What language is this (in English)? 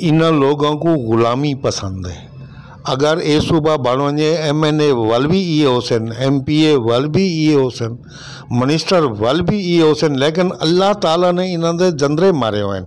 Saraiki